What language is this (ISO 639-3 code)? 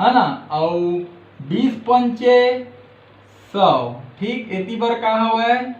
hne